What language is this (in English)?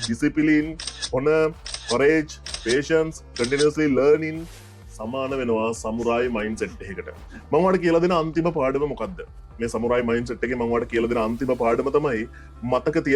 Sinhala